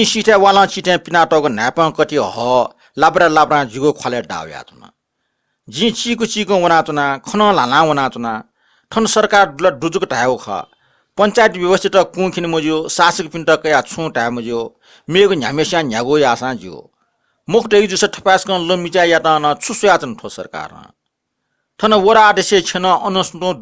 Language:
Newari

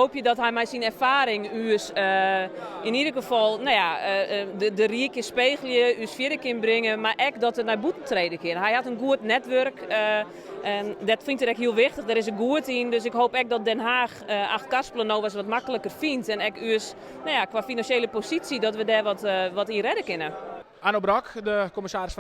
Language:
Western Frisian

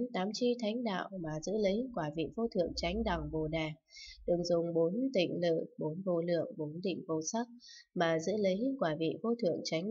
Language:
Vietnamese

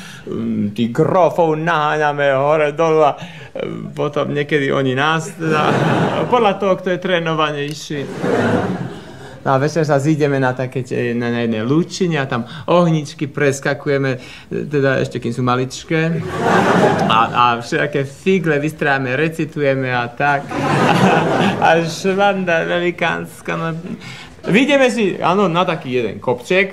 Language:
Slovak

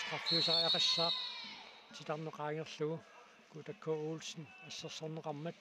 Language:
Kalaallisut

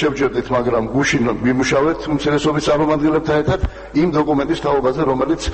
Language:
Georgian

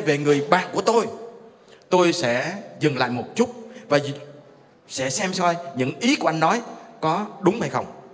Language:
Vietnamese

